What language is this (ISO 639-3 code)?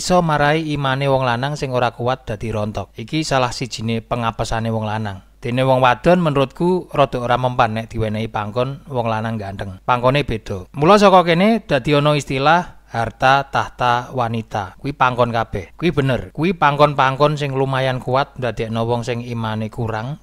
jav